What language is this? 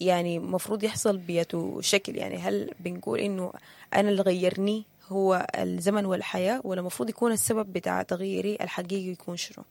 Sudanese Arabic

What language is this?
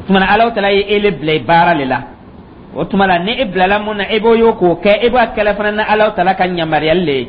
Dyula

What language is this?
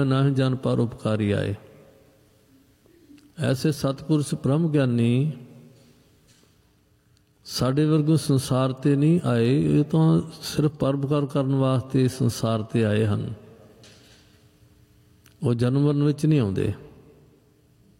Punjabi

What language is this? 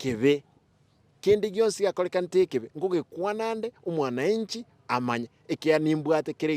Gusii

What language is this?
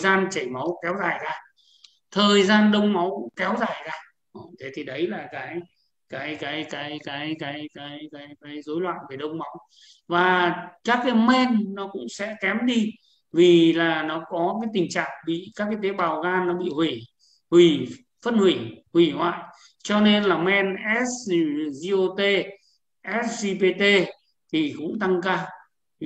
Vietnamese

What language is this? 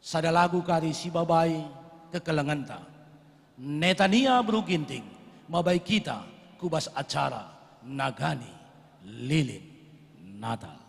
Batak Karo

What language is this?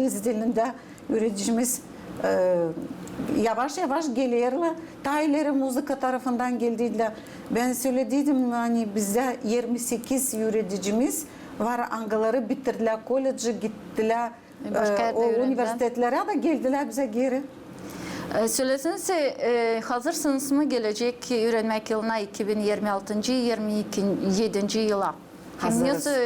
Gagauz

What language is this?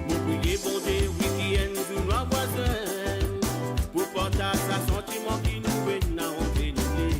Morisyen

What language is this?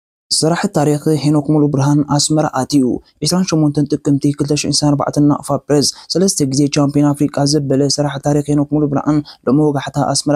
Tigrinya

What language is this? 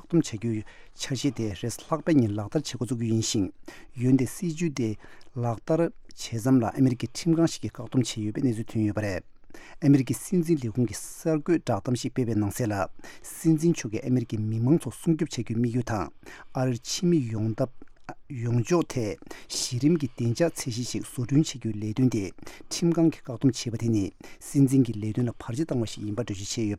Tibetan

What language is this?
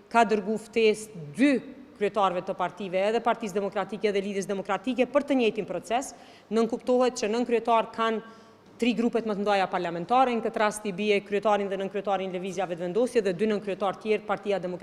Albanian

